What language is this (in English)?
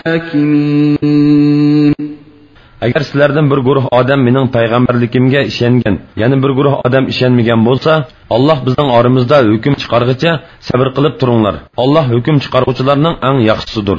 Uyghur